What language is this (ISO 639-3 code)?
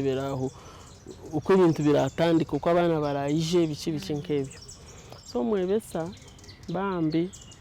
nyn